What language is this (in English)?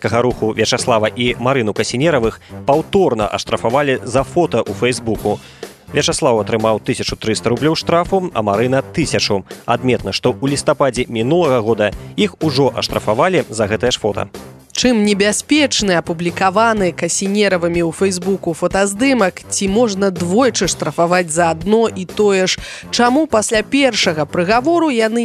Belarusian